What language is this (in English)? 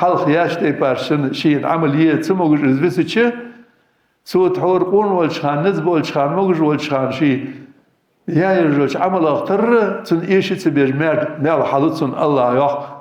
Ingush